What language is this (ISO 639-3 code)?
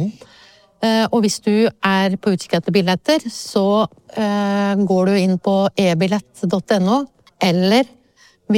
nor